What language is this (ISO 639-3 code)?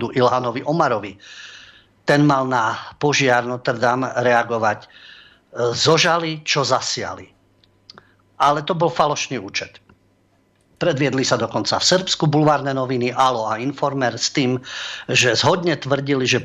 slk